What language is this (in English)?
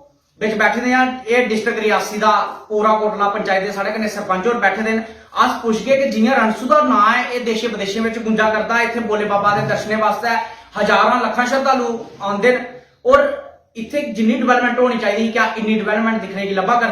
Dogri